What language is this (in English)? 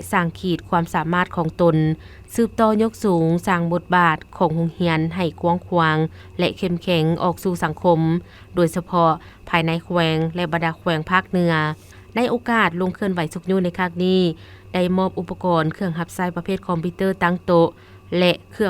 Lao